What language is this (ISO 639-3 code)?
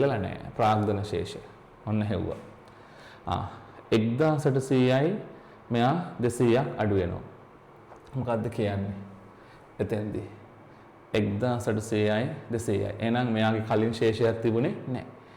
sin